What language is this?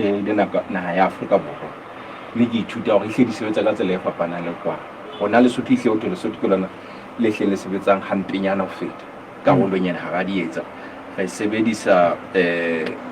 Southern Sotho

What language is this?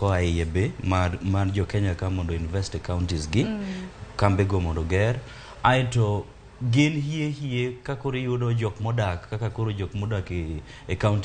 Luo (Kenya and Tanzania)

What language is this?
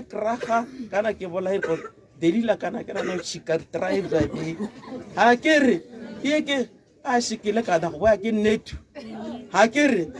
Tswana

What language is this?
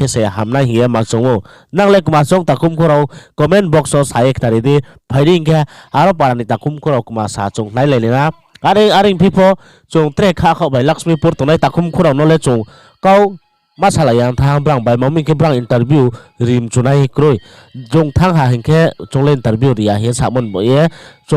Riang (India)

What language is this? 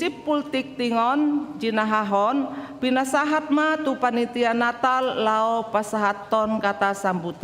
Batak Toba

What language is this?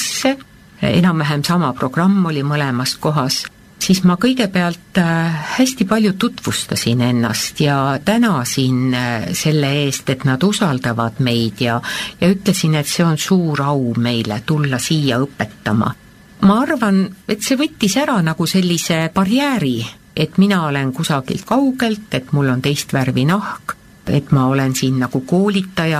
Estonian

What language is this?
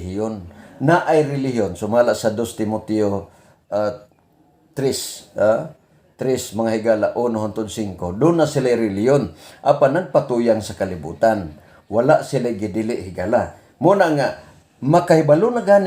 Cebuano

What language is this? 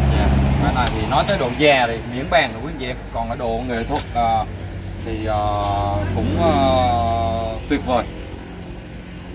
Vietnamese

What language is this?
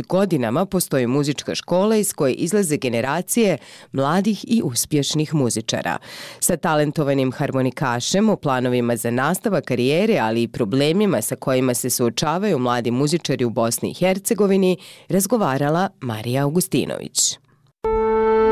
Bosnian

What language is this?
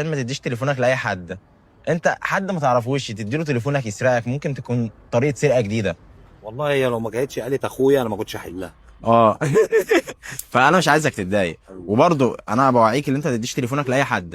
Egyptian Arabic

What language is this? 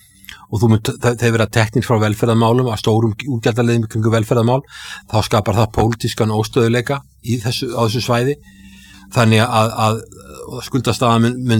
Icelandic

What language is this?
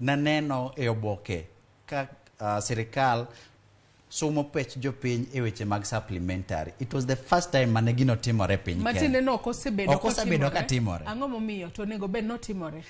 Luo (Kenya and Tanzania)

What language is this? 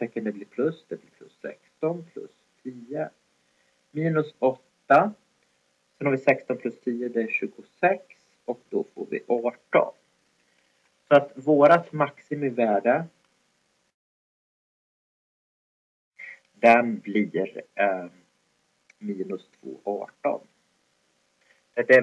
Swedish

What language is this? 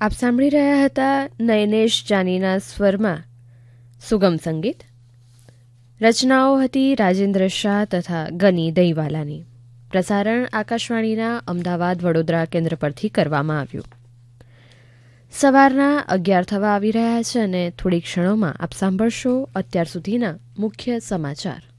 Gujarati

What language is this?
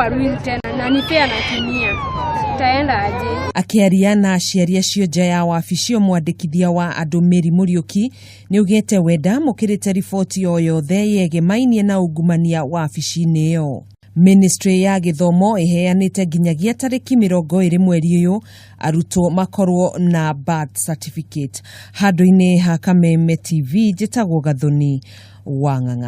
Kikuyu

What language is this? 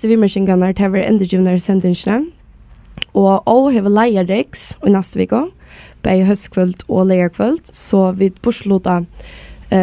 Faroese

